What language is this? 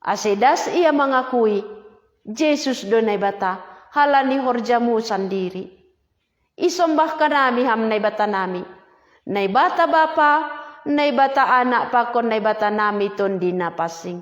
Batak Simalungun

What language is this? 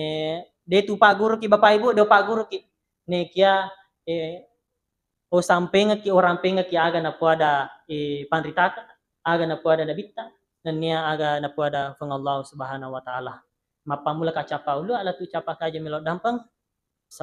Buginese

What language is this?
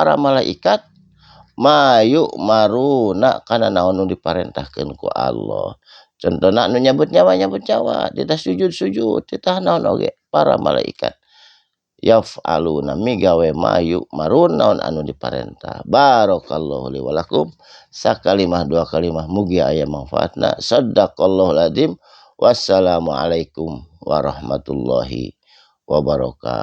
Sundanese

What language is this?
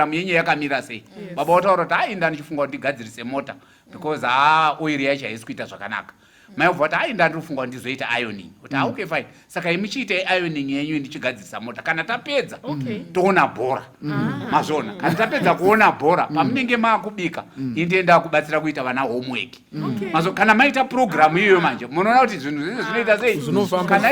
Shona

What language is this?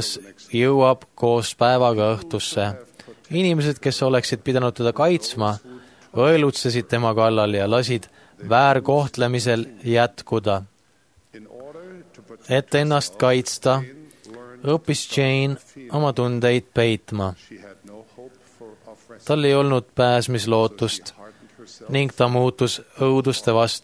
Estonian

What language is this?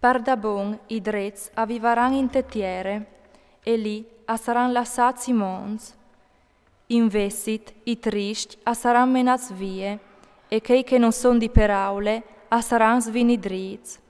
Friulian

